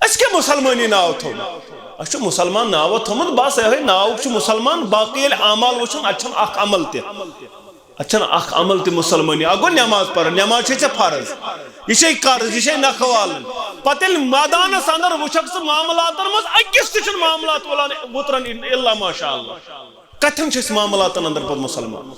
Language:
Kashmiri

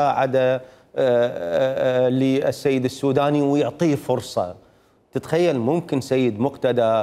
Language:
Mesopotamian Arabic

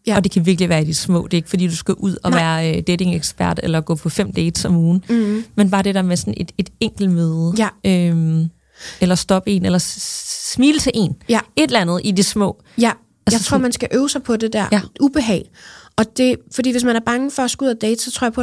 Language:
Danish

